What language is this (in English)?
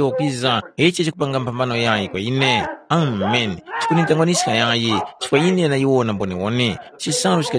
Tumbuka